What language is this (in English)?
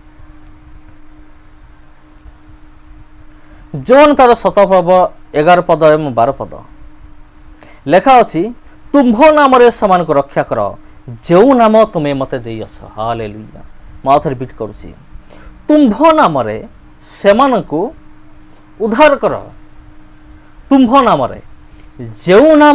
Odia